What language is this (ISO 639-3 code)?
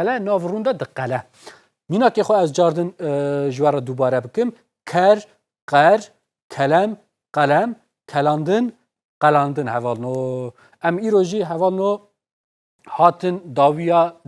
kur